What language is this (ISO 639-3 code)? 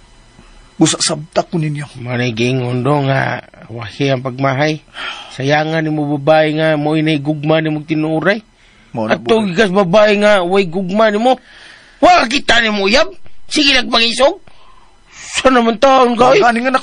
ceb